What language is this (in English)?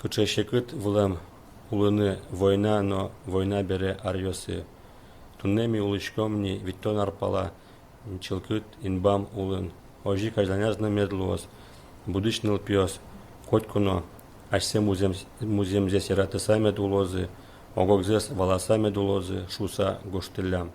Udmurt